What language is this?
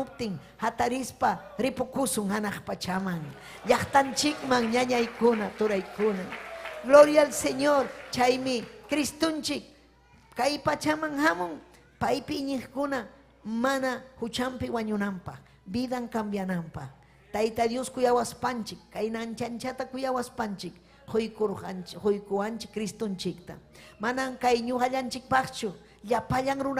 Ayacucho Quechua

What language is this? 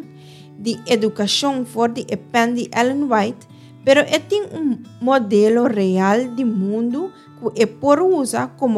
Papiamento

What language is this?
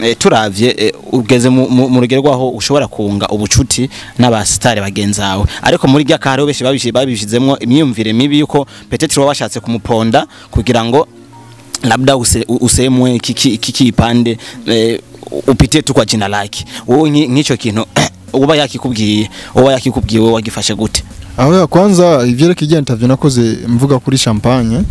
Rundi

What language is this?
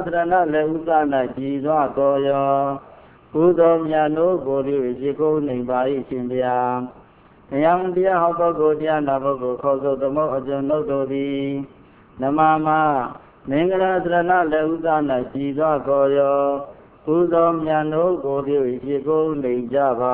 Burmese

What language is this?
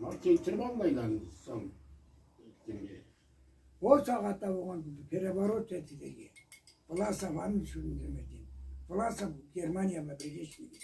Karachay-Balkar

